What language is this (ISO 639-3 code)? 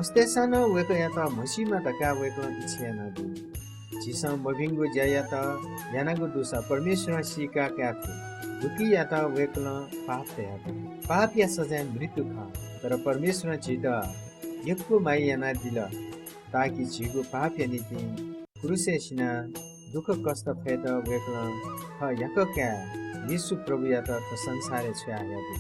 new